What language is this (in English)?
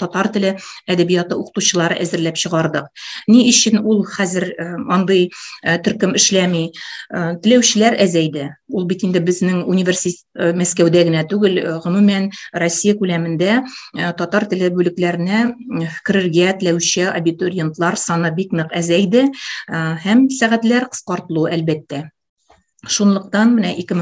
Tatar